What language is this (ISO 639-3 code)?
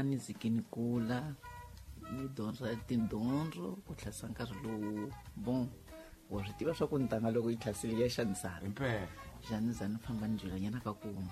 tso